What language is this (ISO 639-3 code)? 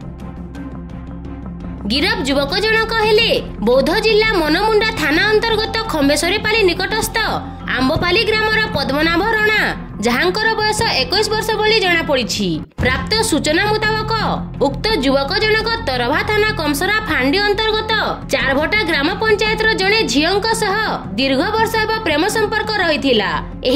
ori